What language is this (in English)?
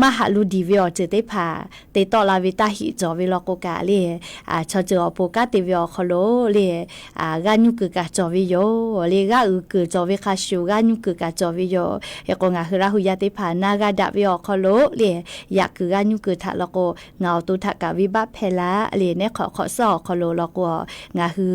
Lahu